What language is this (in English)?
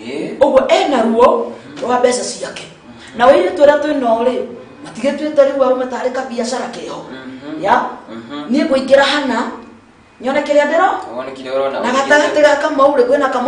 Kikuyu